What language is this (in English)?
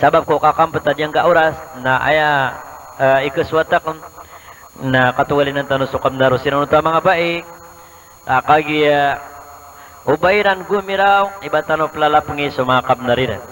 Maranao